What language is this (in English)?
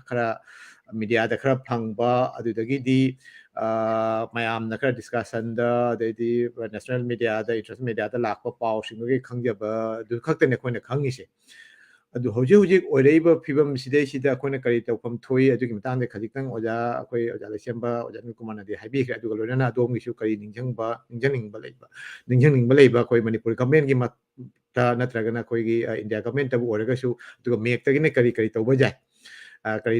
Manipuri